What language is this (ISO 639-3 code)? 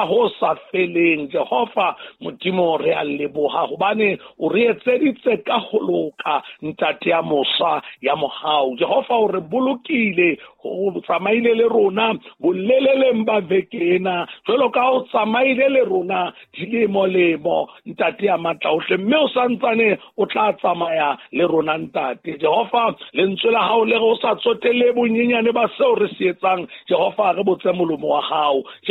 sot